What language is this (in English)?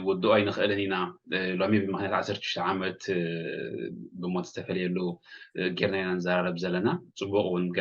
Tigrinya